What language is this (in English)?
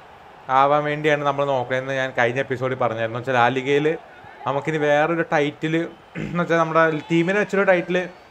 Malayalam